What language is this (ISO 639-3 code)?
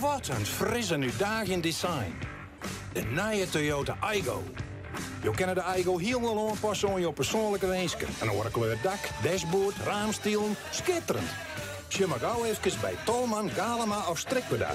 fry